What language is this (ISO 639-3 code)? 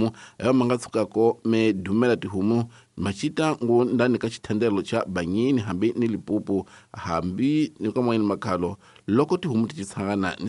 tso